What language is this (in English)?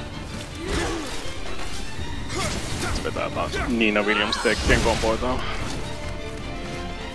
Finnish